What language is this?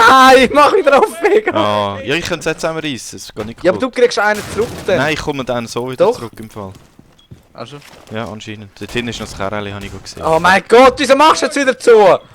Swiss German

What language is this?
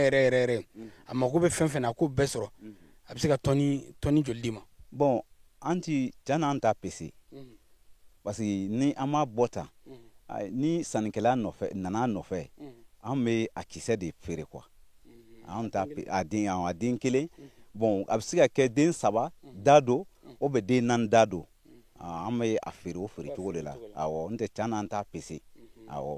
Bambara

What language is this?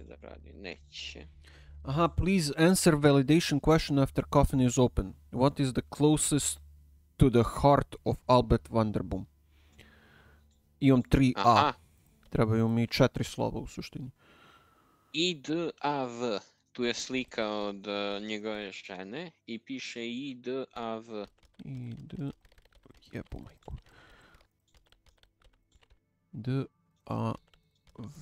Croatian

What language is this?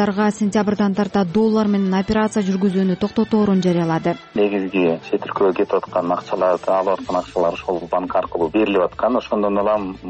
Kyrgyz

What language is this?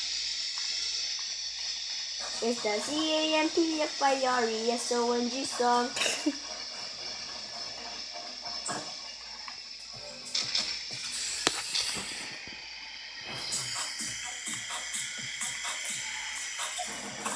English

